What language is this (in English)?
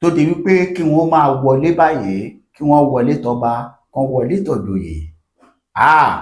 Yoruba